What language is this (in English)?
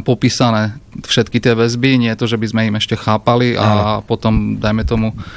Slovak